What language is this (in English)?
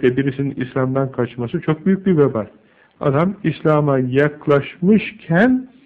Turkish